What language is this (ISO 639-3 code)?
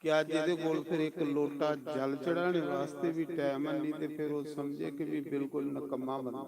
doi